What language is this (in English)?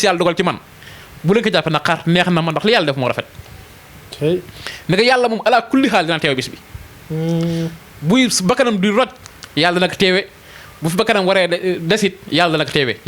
Wolof